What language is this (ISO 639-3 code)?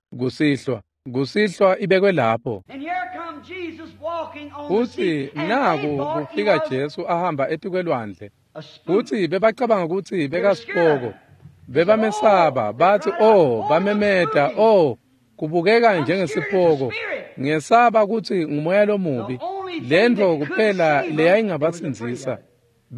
ssw